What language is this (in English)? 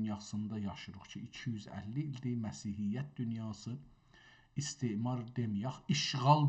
South Azerbaijani